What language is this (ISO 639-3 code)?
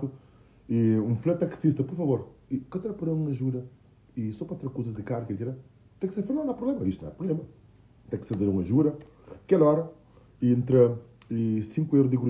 kea